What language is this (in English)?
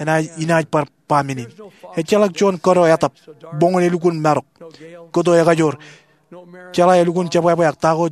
Marshallese